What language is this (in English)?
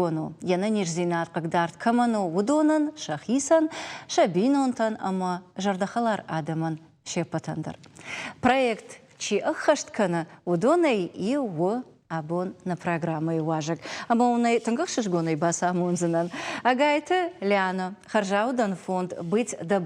Ossetic